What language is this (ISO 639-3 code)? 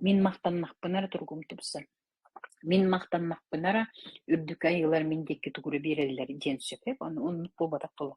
sah